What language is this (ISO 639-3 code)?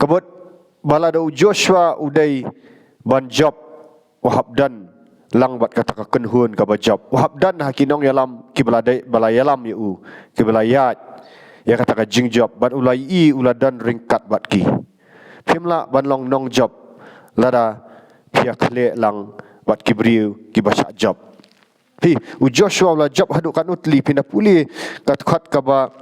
kha